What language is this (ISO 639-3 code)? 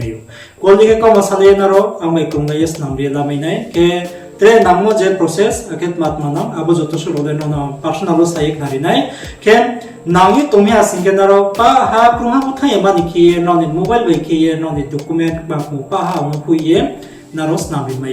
ria